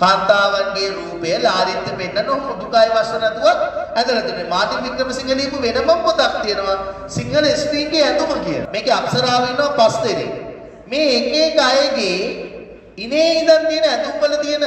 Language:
Sinhala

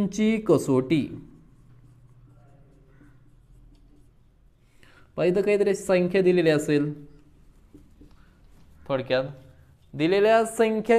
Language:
Marathi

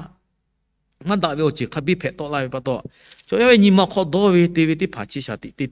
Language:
Lahu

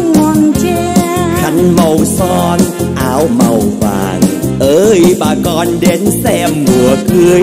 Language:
Vietnamese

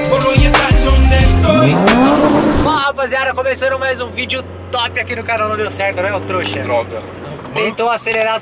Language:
Portuguese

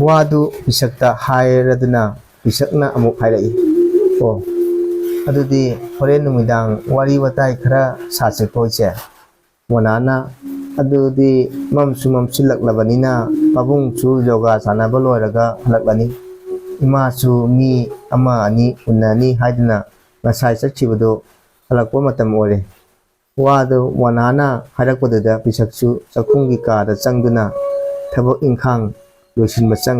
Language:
Manipuri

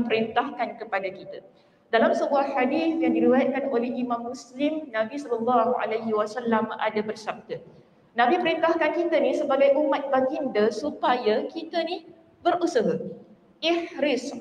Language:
Malay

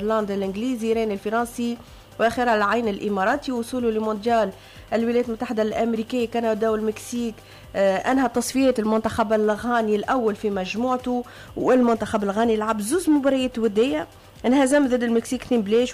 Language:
Tunisian Arabic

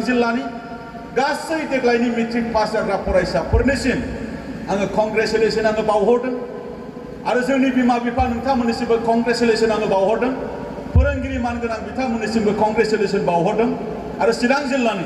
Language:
Bodo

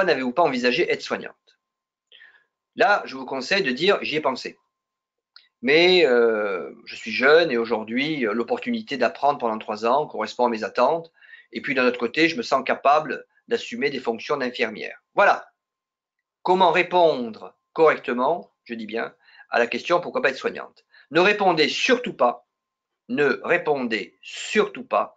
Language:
French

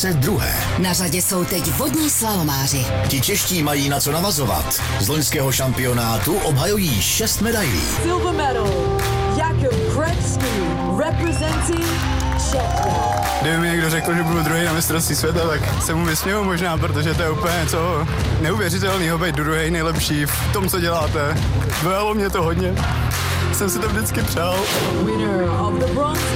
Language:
Czech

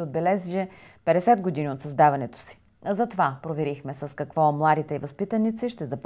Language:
Bulgarian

